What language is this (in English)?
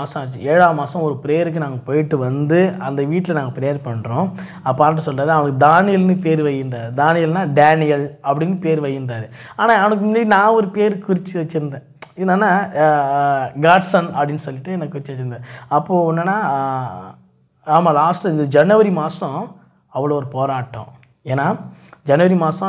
Tamil